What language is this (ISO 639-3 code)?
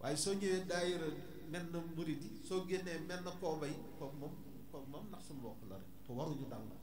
wol